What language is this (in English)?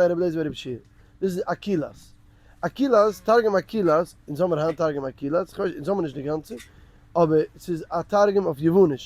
Yiddish